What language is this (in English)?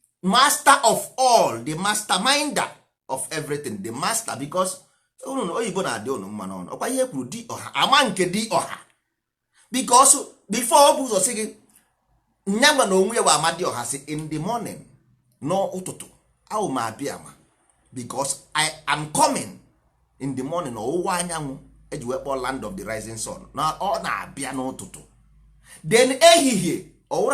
Igbo